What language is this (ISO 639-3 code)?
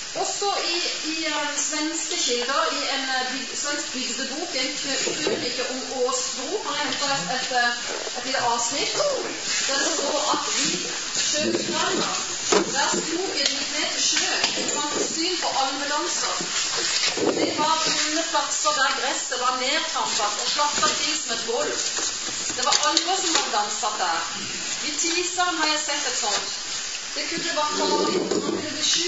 nor